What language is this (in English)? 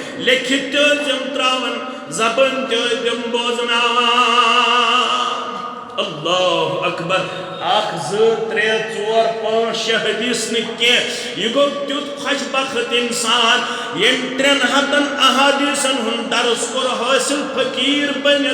Kashmiri